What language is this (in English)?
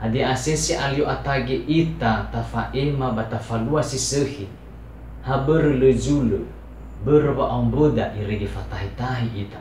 Nias